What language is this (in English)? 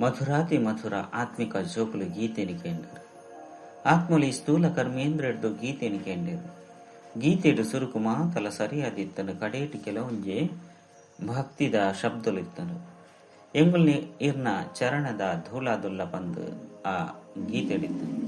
Tulu